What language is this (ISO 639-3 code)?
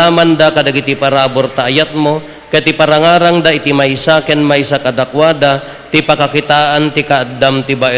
ilo